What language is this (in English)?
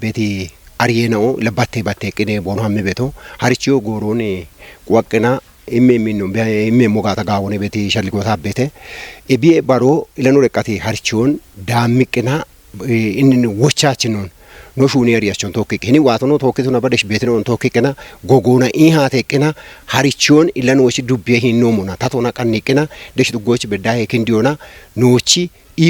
Kafa